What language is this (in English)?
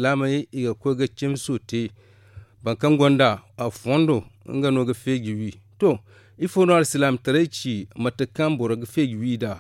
Zarma